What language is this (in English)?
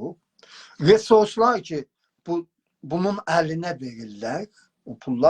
South Azerbaijani